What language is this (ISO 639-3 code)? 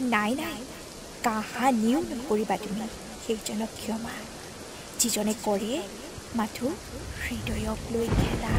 asm